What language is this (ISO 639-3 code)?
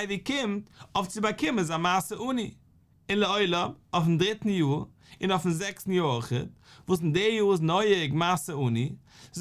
yid